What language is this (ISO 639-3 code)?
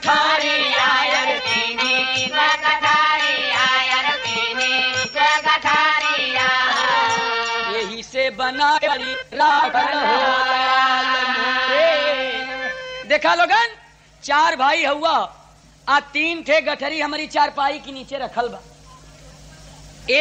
bho